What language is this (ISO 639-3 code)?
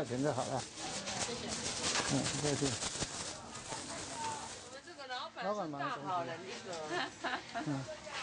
hak